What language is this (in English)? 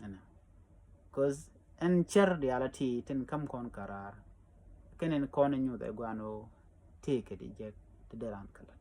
Nuer